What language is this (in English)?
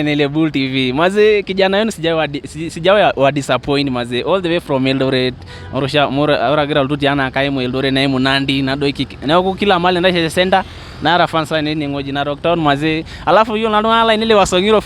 Masai